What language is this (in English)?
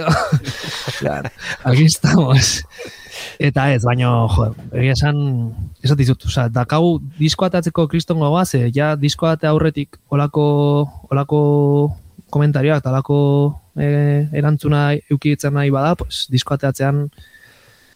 Basque